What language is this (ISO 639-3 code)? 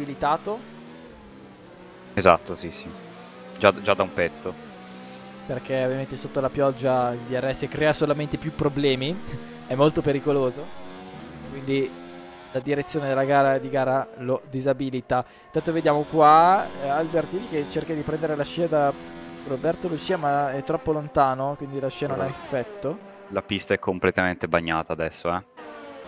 ita